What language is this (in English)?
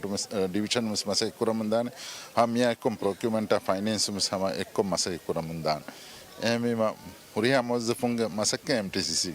Divehi